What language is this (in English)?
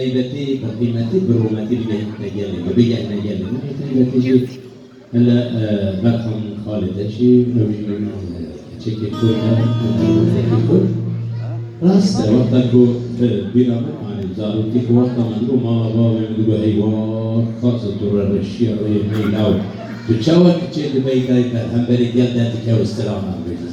Kurdish